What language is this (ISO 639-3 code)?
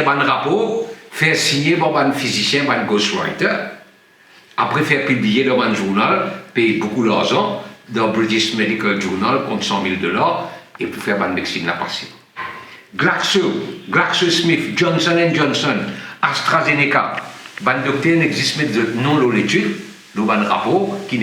mfe